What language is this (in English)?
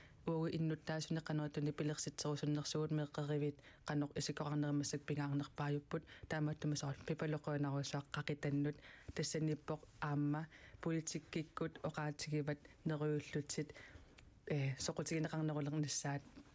Kalaallisut